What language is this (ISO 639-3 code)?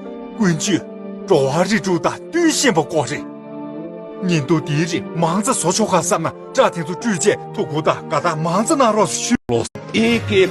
bod